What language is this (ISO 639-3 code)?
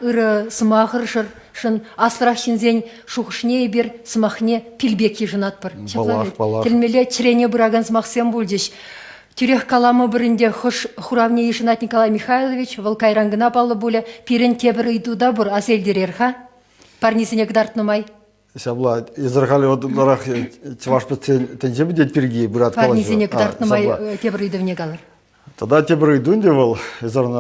chv